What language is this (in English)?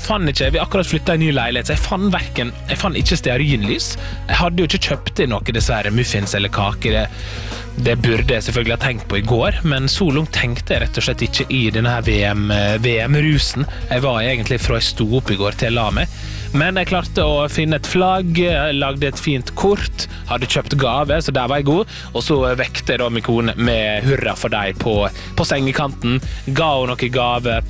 Norwegian